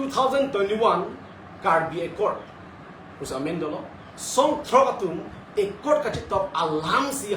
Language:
Karbi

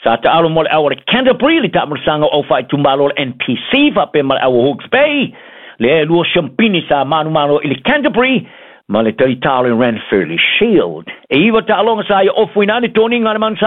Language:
Samoan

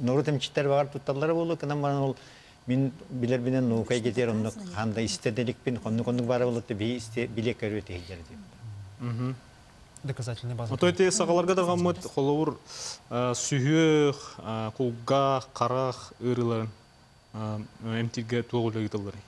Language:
Yakut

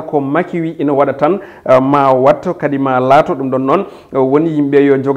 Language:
Fula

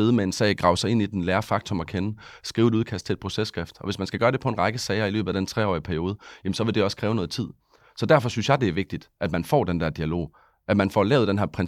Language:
Danish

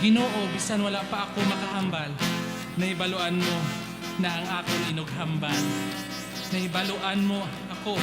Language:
Hiligaynon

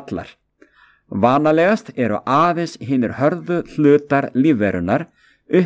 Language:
Icelandic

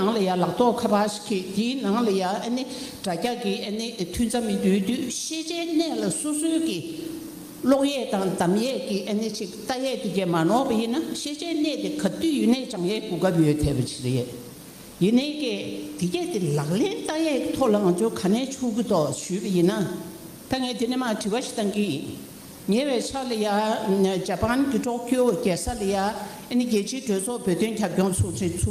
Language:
Tibetan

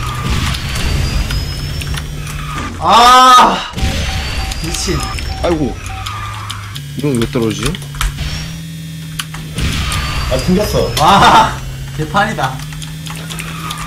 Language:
Korean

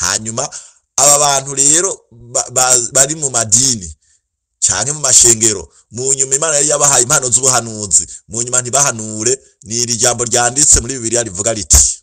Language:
Rundi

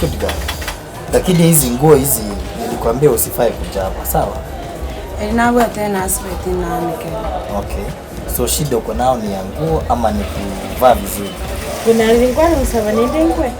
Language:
Gusii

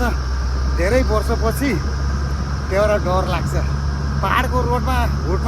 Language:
Nepali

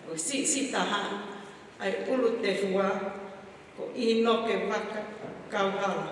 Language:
Tongan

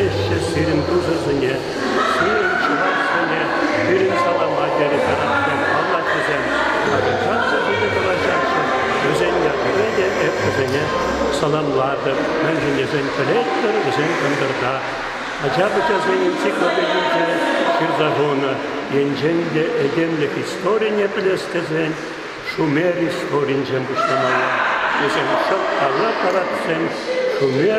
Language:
Chuvash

